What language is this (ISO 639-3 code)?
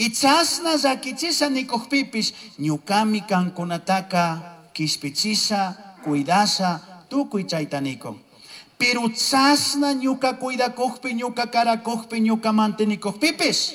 qug